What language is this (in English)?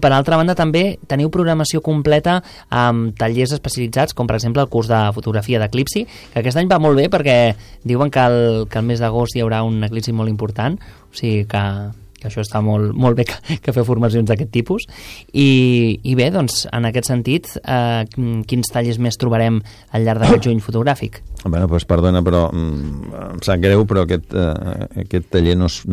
Catalan